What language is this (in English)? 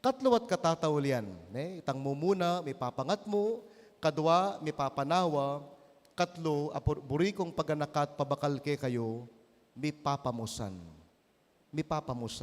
Pampanga